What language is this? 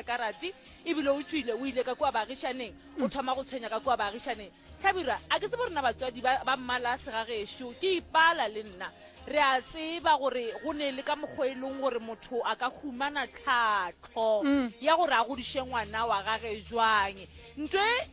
Northern Sotho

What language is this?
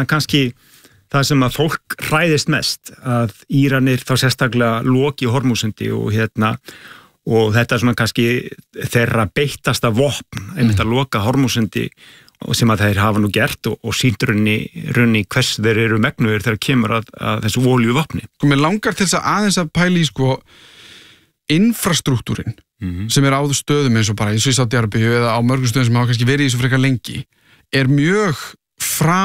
Icelandic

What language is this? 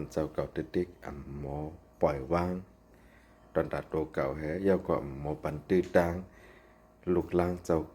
Shan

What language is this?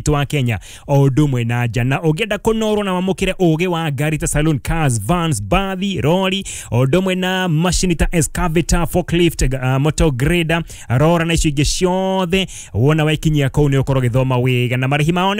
Kikuyu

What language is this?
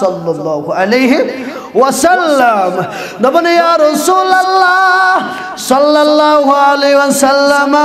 Kashmiri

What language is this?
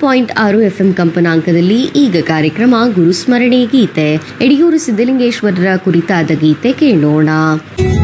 Kannada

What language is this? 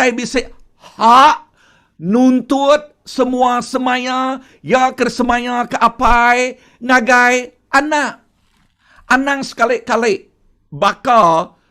Iban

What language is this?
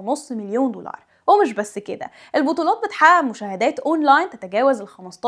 Egyptian Arabic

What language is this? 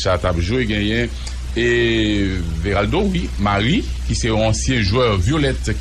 Haitian Creole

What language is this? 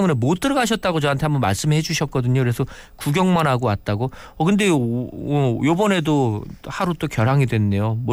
Korean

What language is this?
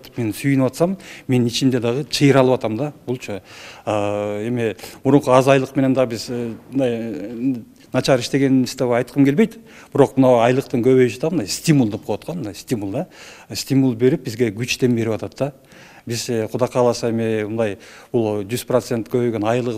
Kyrgyz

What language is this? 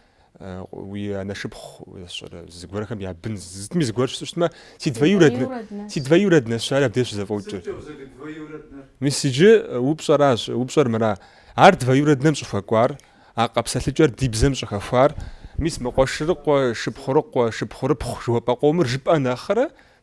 Kabardian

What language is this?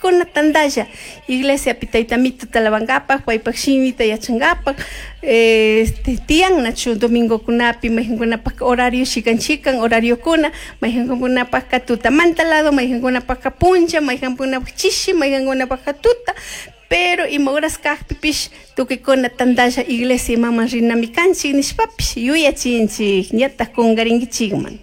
Chimborazo Highland Quichua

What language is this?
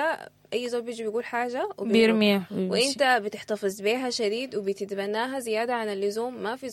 Sudanese Arabic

